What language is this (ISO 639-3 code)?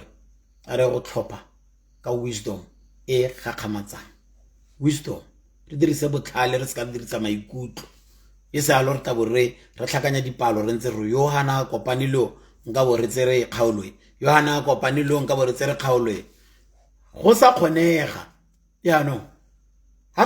tsn